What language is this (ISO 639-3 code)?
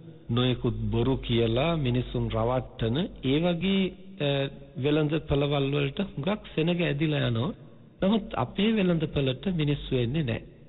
sin